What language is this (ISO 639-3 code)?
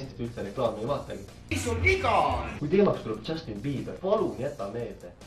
est